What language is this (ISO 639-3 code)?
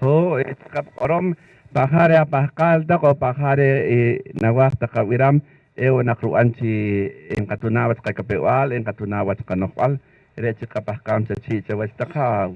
poh